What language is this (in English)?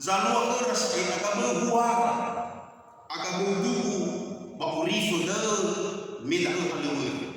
Nias